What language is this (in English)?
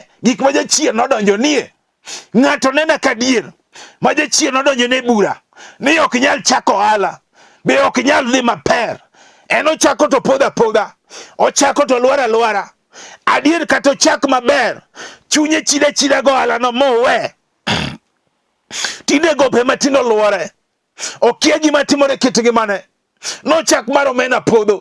Luo (Kenya and Tanzania)